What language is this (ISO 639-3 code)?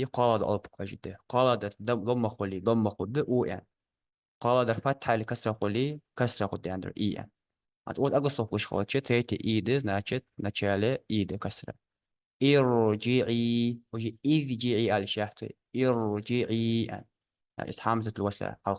inh